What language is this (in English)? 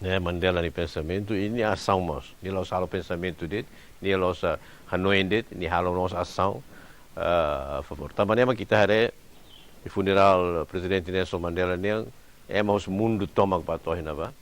Tetum